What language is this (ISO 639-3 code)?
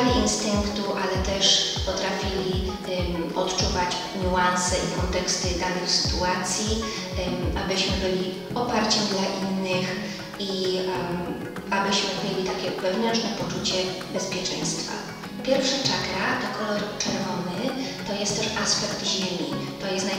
pol